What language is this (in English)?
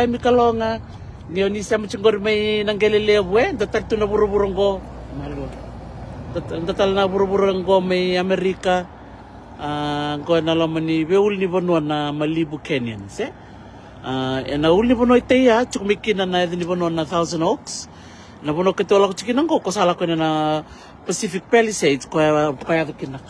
Fijian